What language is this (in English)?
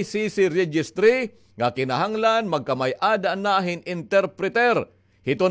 Waray